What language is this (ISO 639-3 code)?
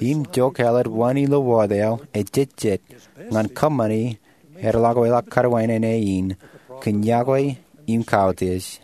mah